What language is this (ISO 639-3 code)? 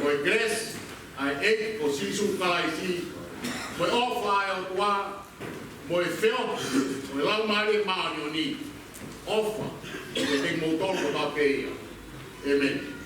ton